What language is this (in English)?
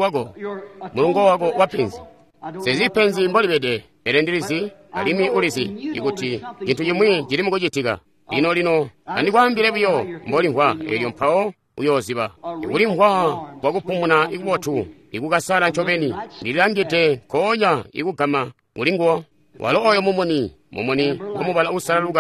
Tonga (Zambia)